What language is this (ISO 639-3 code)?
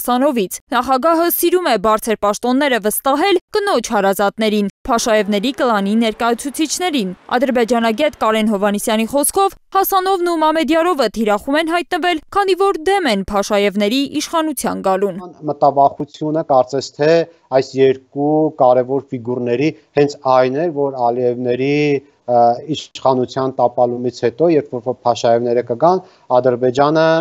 hye